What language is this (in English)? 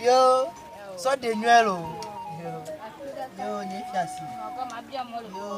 Ewe